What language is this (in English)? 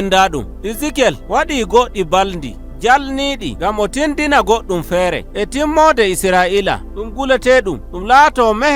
Nigerian Fulfulde